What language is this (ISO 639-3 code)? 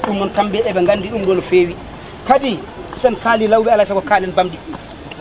ful